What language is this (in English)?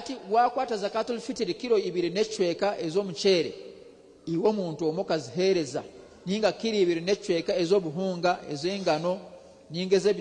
Nyankole